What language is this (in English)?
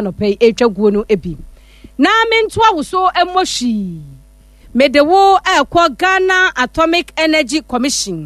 Akan